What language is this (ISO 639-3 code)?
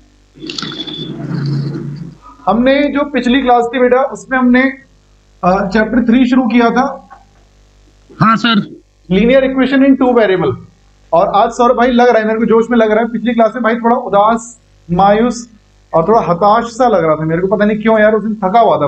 hin